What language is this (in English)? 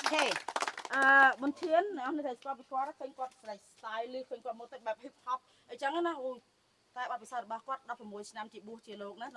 Khmer